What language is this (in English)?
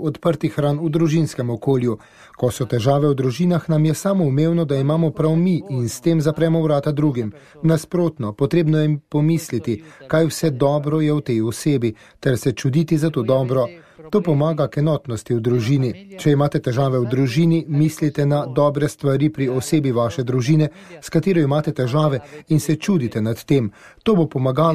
Slovenian